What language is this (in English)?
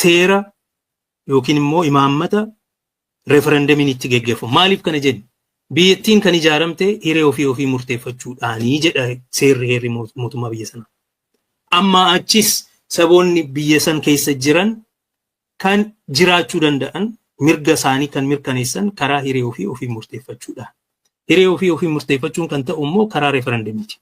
Oromo